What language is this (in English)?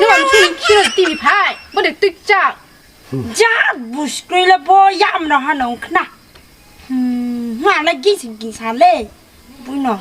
Riang (India)